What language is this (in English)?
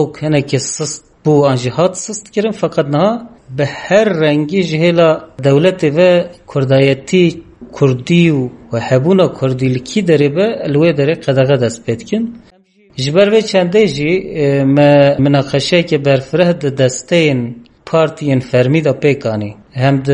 Kurdish